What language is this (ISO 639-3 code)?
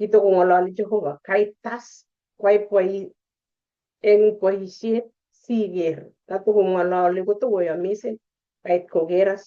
kln